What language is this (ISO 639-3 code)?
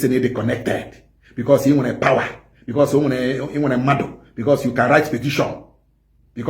ibo